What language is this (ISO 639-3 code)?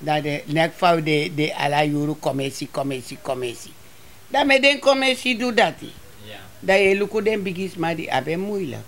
srn